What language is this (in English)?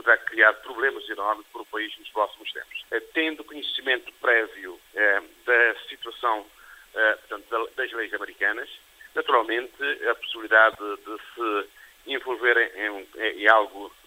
Portuguese